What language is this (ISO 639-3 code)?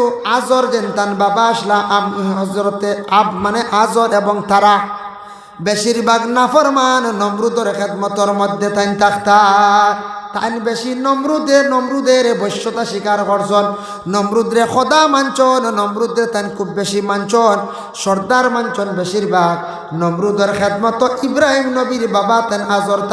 syl